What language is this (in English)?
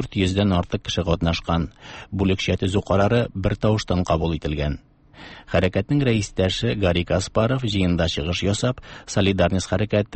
Tatar